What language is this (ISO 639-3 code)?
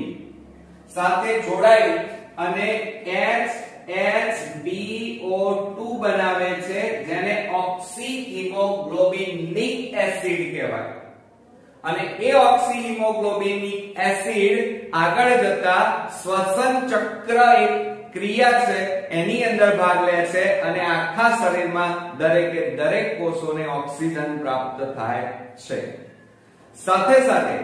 guj